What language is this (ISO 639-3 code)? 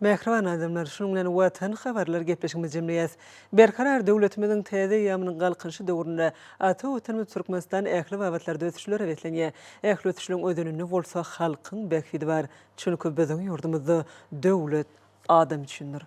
tuk